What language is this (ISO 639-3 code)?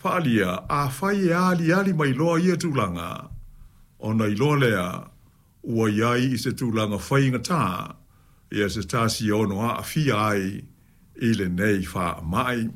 smo